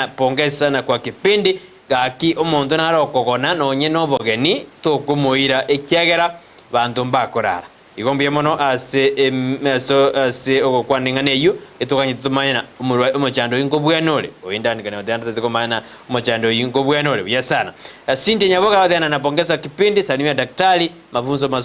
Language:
Gusii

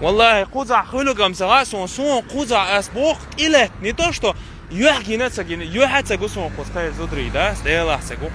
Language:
Chechen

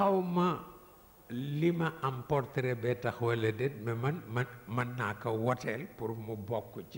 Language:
Wolof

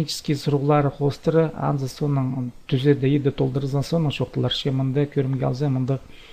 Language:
Khakas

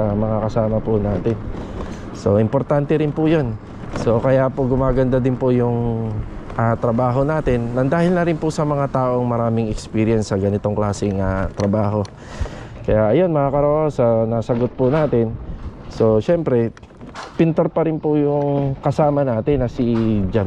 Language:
Filipino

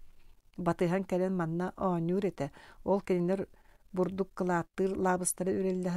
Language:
Yakut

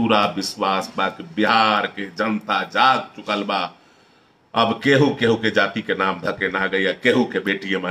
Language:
Bhojpuri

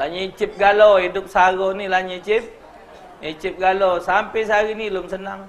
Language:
Musi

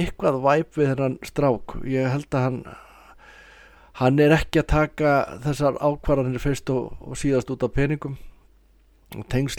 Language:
Icelandic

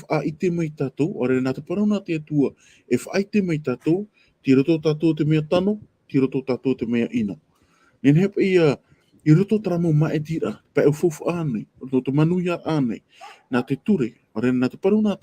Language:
Tahitian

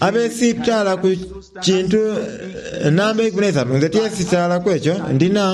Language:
Soga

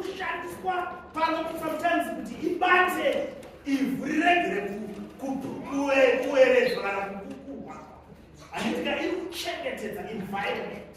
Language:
Shona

